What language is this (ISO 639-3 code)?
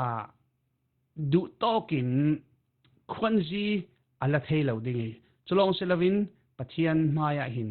cfm